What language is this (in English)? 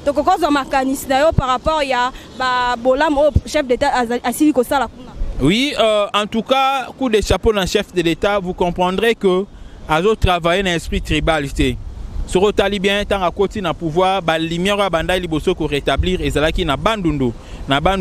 Lingala